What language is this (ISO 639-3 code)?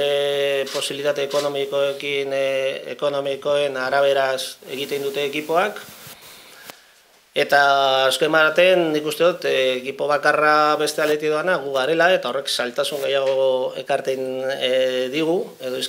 eus